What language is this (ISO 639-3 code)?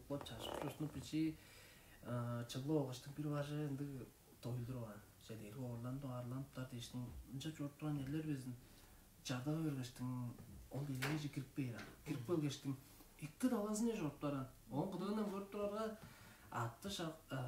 tyv